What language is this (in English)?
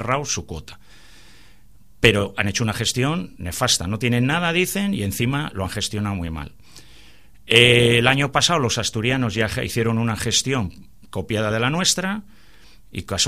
Spanish